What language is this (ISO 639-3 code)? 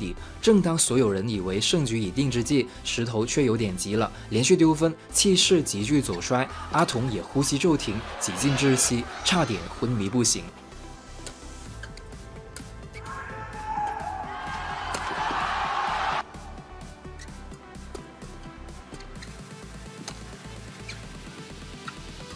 zho